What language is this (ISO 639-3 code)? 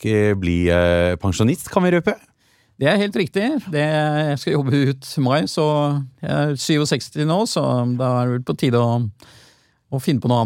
nor